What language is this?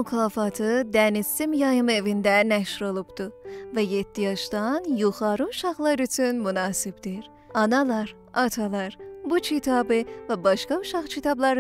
South Azerbaijani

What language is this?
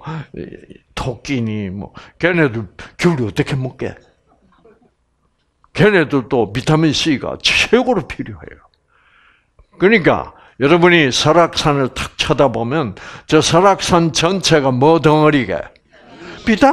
Korean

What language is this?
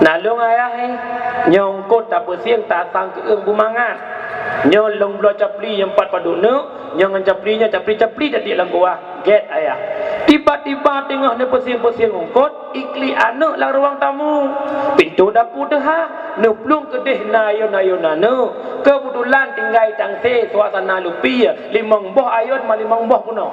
Achinese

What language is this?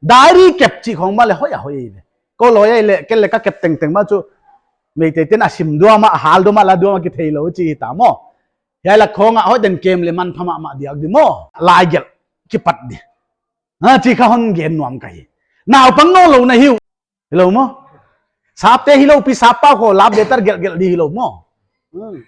Paite Chin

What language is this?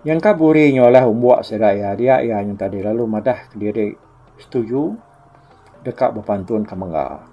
Iban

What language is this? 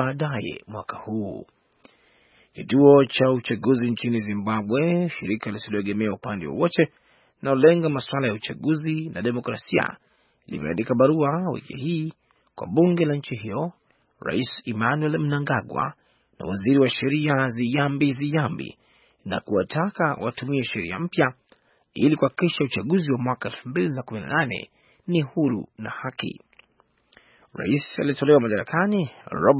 Swahili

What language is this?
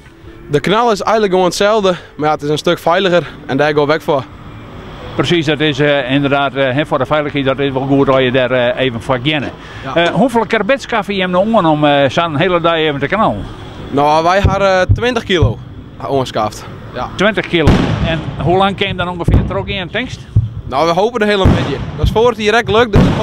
Western Frisian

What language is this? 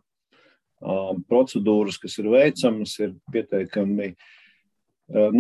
Latvian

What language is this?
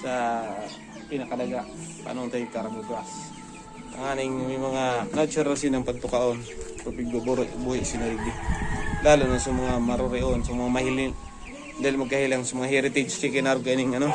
Bikol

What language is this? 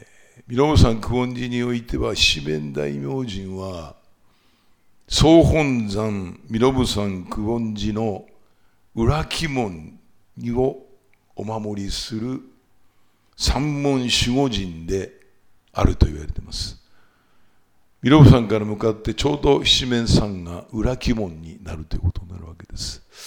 Japanese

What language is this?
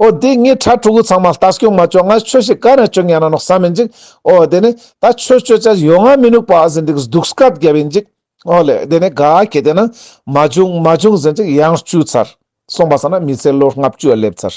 Ladakhi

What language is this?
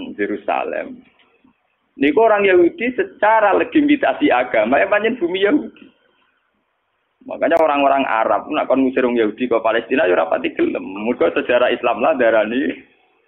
Javanese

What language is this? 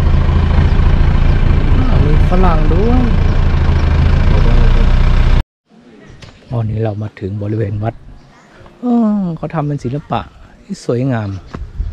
Thai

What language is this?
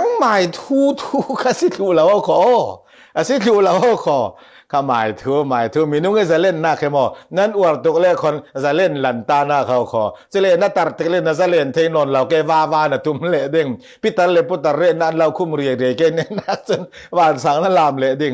Falam Chin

